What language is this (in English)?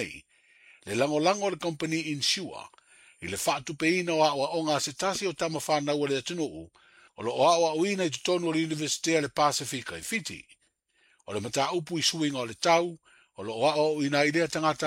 Samoan